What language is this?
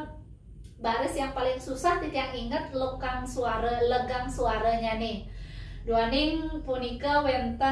Balinese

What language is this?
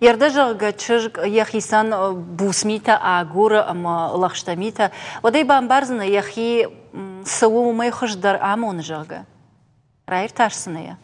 Ossetic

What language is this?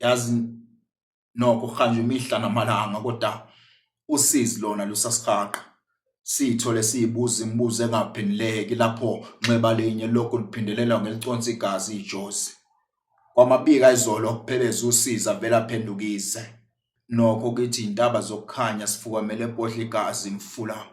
Zulu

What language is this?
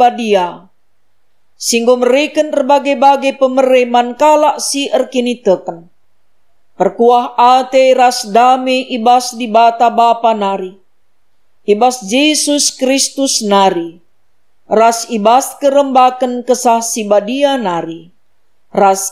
Batak Karo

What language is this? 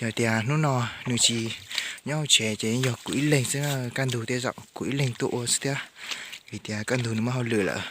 Hmong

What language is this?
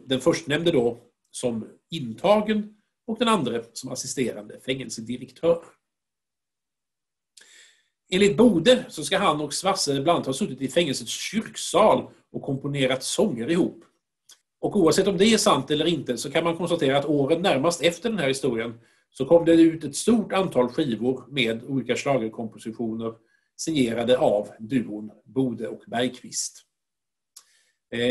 Swedish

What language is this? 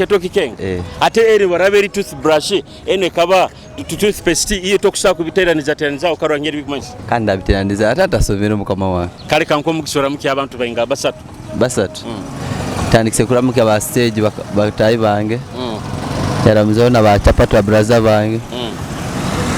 Nyoro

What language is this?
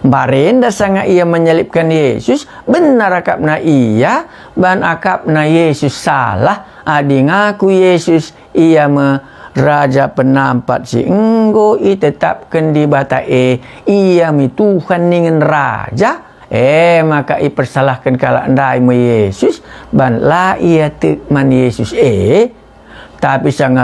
Batak Karo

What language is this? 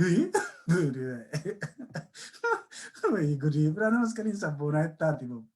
Oromo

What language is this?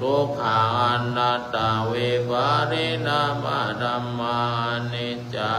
Pali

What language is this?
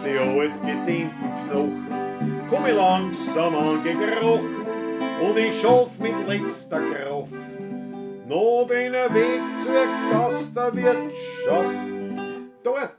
Bavarian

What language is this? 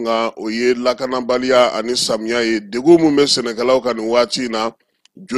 Bambara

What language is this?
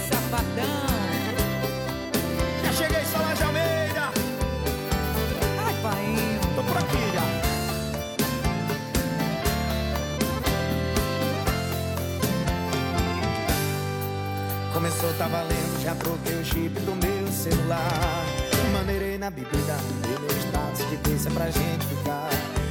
Portuguese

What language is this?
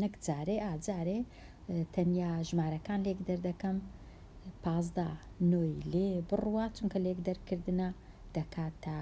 Central Kurdish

